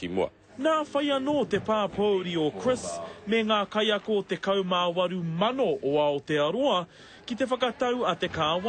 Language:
Māori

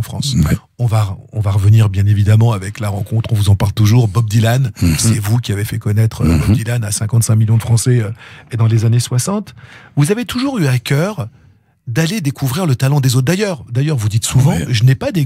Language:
French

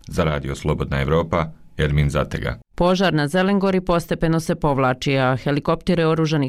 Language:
Bosnian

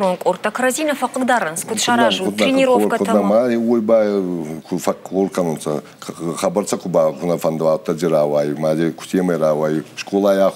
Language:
Ossetic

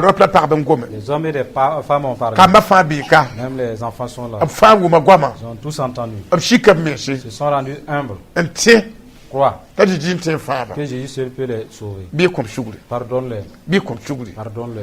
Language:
Mossi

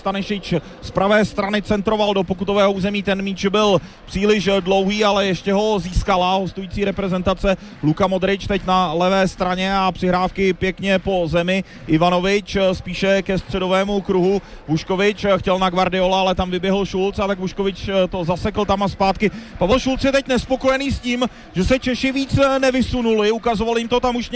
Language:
Czech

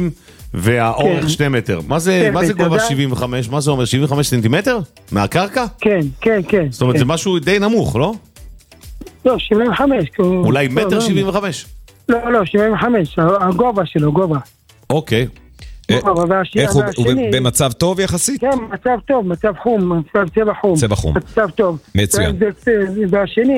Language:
Hebrew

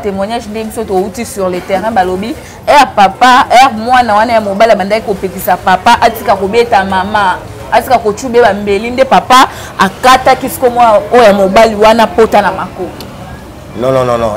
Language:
Lingala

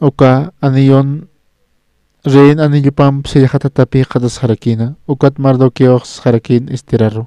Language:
Aymara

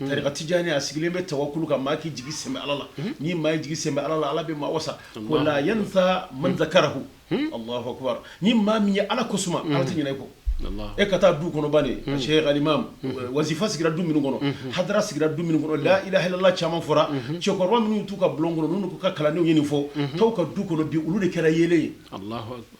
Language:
Bambara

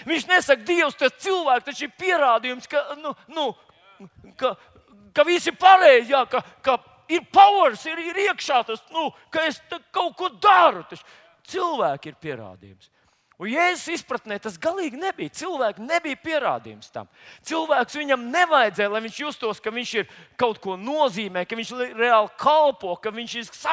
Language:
Latvian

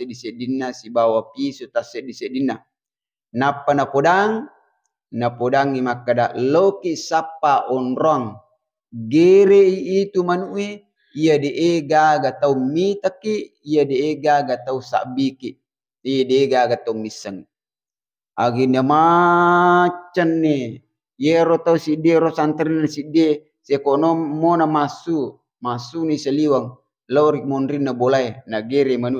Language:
Buginese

